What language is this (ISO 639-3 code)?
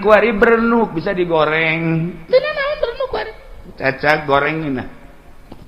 sun